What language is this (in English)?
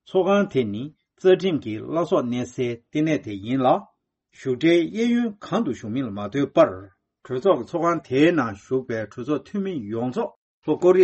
Tibetan